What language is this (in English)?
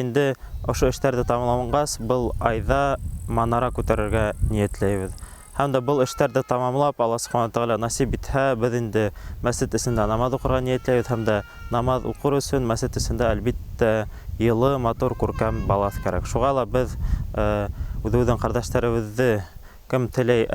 Bashkir